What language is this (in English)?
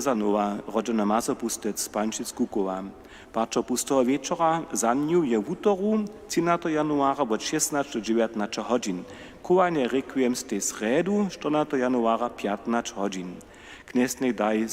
Upper Sorbian